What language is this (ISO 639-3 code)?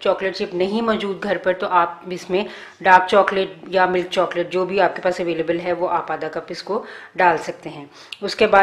hin